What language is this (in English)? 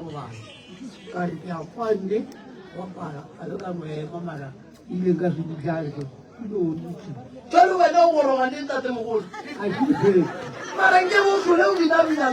Northern Sotho